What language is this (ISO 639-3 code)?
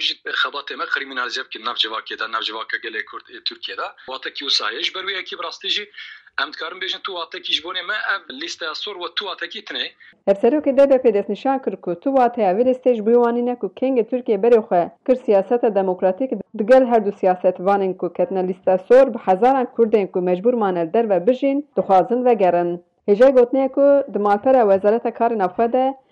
kur